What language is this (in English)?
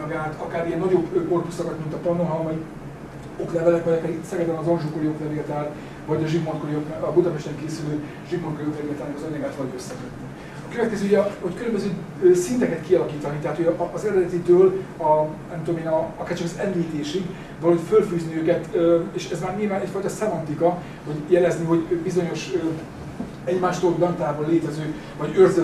Hungarian